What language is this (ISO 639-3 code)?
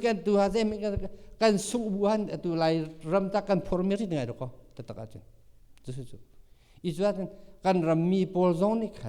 cnh